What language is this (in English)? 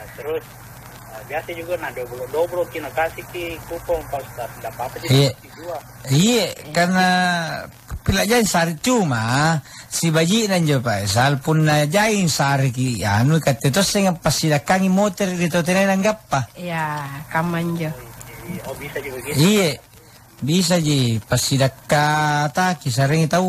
Makasar